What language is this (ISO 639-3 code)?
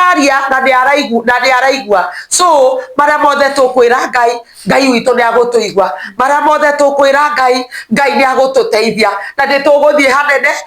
kik